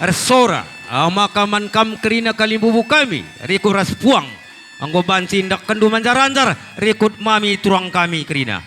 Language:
Batak Karo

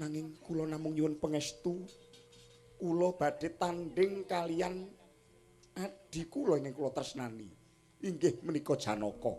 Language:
Javanese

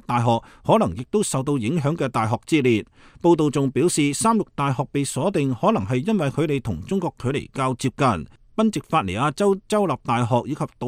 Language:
Cantonese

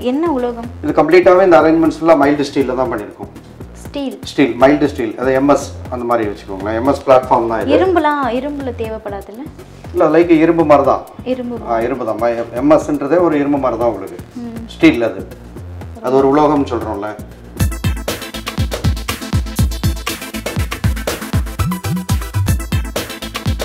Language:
Tamil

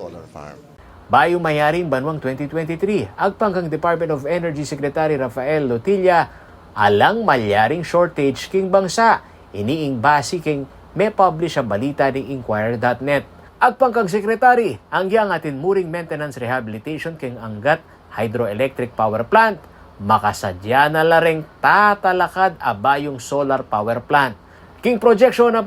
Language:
Pampanga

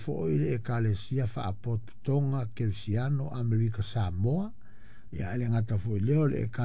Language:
Samoan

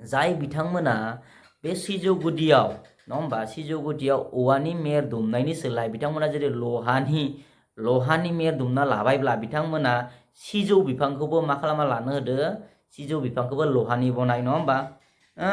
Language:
Bodo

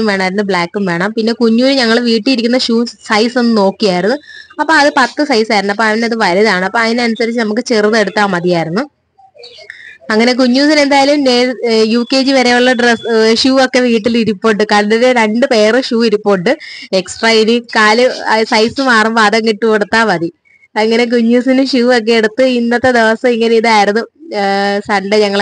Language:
Malayalam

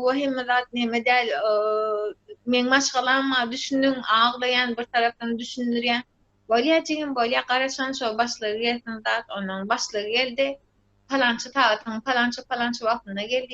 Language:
Turkmen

